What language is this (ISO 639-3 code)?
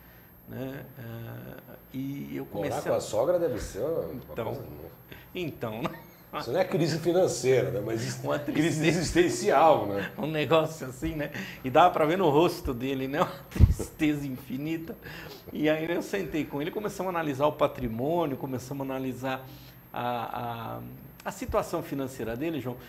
por